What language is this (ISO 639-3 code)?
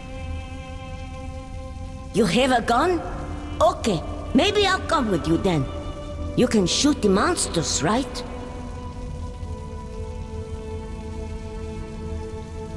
eng